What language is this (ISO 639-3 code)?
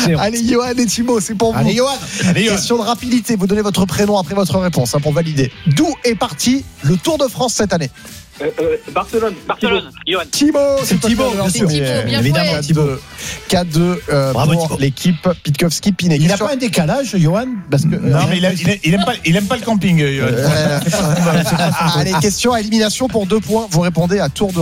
fra